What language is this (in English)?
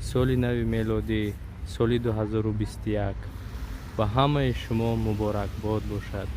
Tajik